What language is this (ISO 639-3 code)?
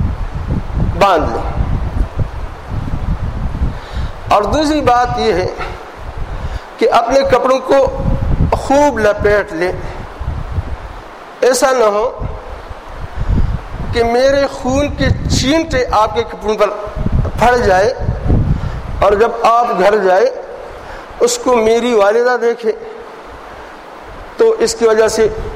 urd